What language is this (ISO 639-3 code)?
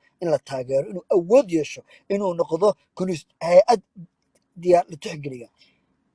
som